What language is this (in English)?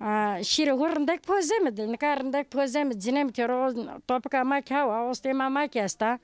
Zaza